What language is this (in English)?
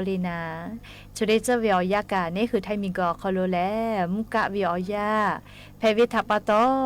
Lahu